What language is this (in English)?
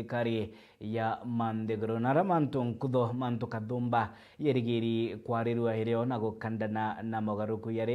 Meru